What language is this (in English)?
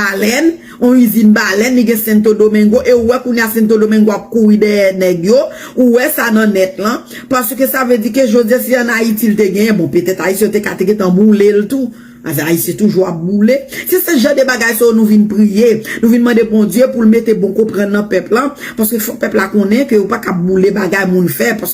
Haitian Creole